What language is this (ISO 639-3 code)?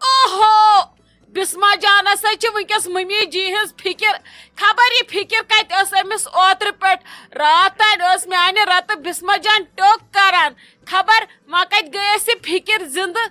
kas